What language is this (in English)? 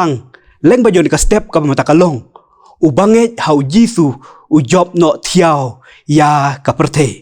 Khasi